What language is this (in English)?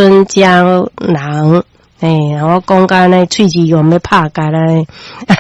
Min Nan Chinese